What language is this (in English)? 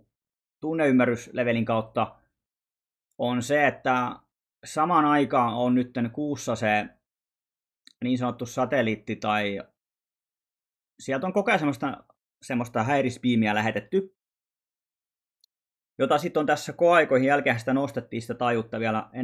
Finnish